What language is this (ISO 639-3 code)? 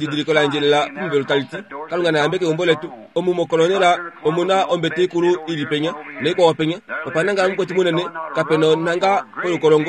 kua